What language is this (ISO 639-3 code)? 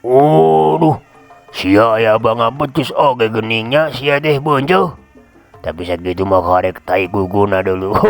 sun